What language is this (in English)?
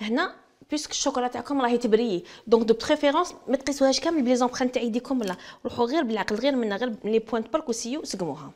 Algerian Arabic